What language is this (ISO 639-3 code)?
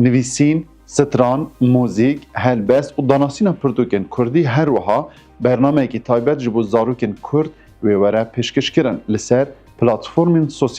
kur